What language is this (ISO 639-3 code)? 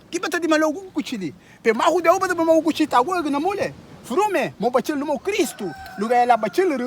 cab